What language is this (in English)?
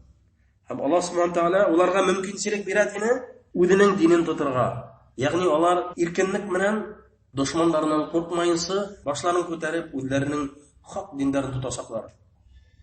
Bashkir